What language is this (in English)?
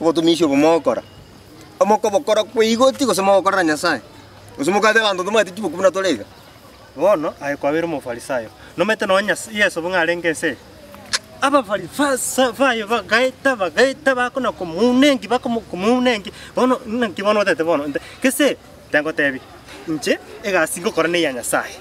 Gusii